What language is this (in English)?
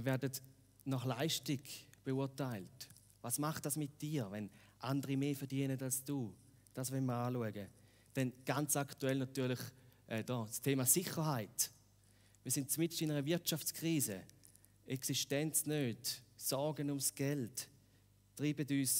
Swiss German